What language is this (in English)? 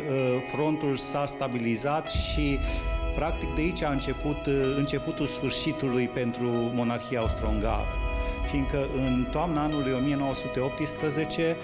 Romanian